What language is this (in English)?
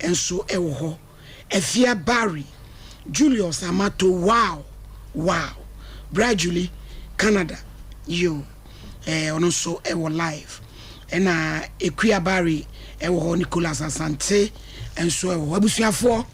Akan